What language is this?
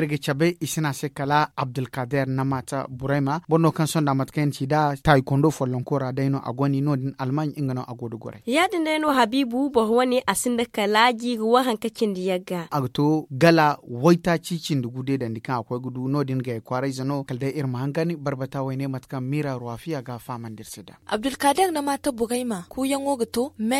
Zarma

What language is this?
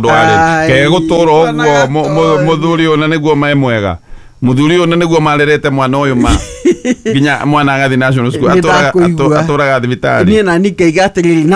Kikuyu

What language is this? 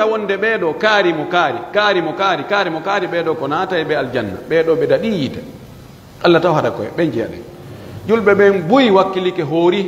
Pular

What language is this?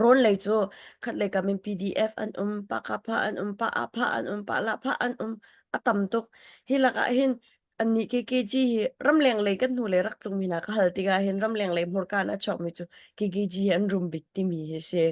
Hakha Chin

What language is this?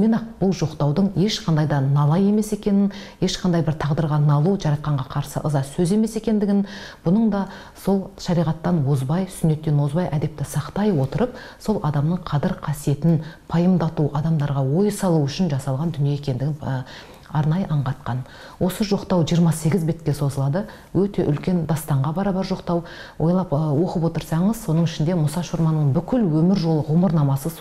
Kazakh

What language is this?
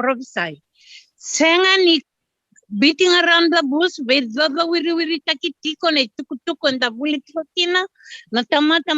Fijian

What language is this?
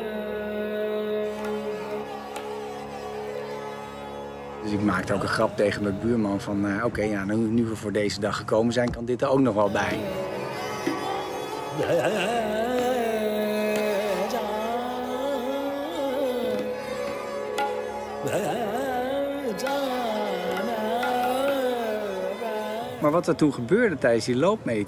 Dutch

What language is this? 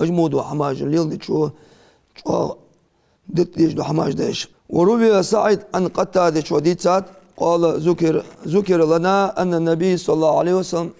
Ingush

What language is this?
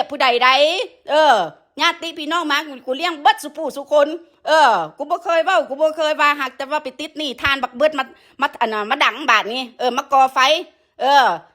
Northeastern Thai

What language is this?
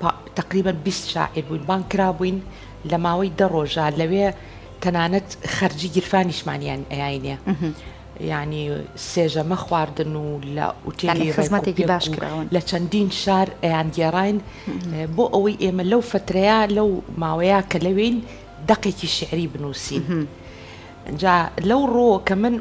Central Kurdish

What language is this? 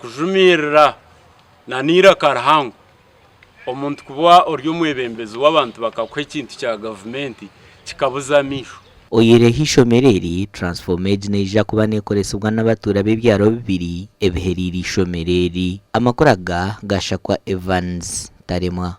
Nyankole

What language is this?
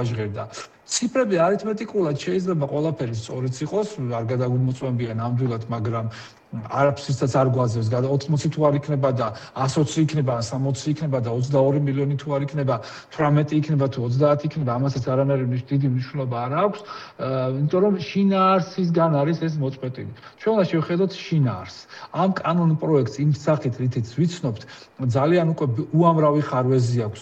Georgian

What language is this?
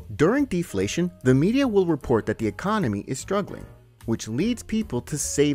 English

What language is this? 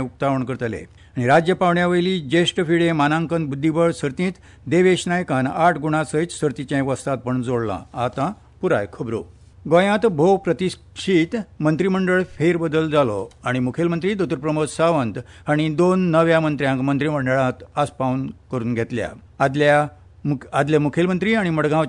Konkani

